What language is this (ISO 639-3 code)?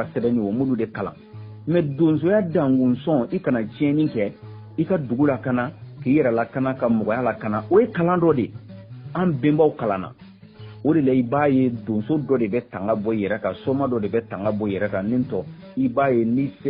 bam